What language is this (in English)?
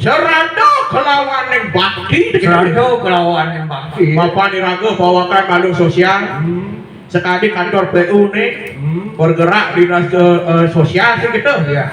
Balinese